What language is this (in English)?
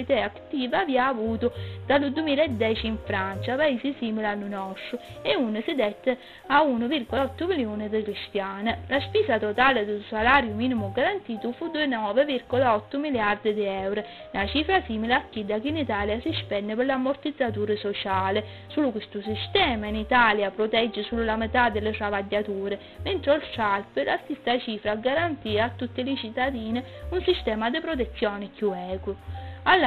Sicilian